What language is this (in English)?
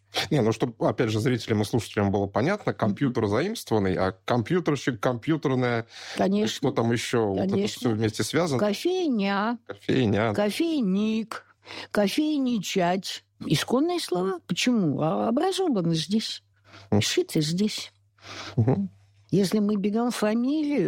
Russian